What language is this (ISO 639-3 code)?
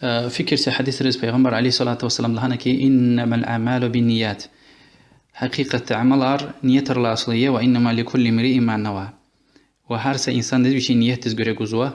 lez